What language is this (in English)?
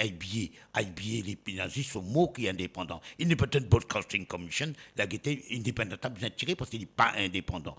Morisyen